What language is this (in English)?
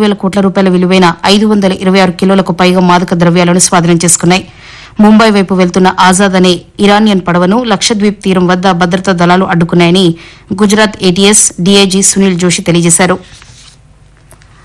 Telugu